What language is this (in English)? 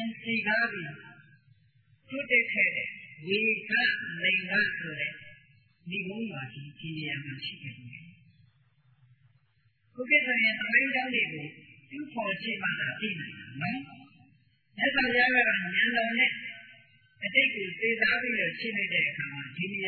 Burmese